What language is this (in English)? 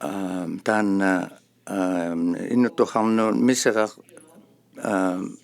Inuktitut